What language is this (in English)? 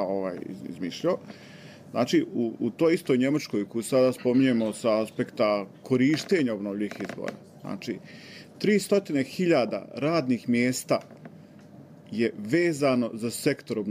Bosnian